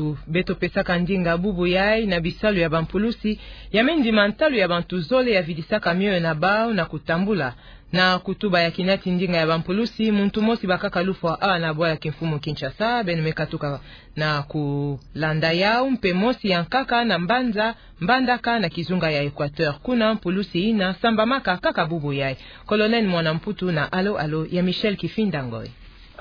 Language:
Kituba (Democratic Republic of Congo)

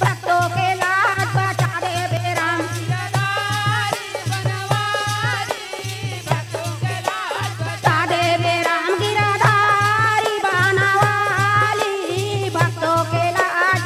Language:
Chhattisgarhi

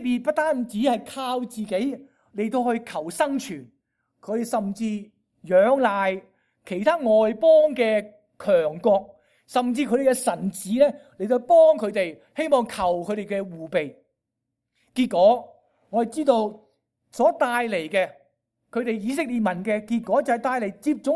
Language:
Cantonese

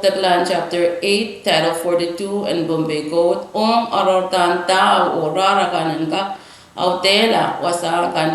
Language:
Pohnpeian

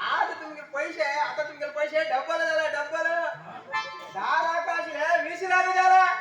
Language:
Konkani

